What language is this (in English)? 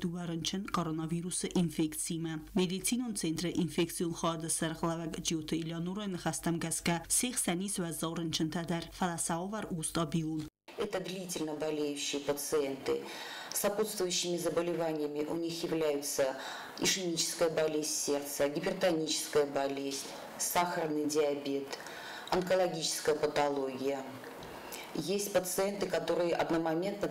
Ossetic